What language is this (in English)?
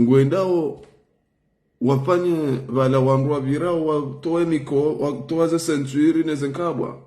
Ngazidja Comorian